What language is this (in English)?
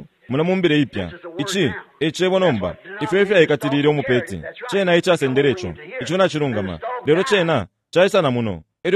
Bemba